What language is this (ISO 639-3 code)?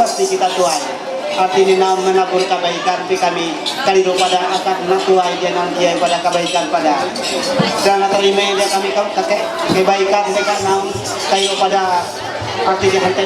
mhy